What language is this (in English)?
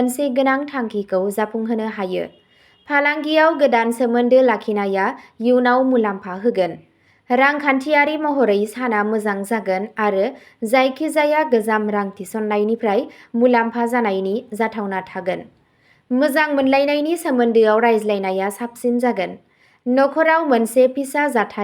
Bodo